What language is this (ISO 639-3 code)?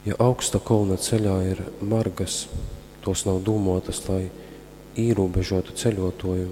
ltg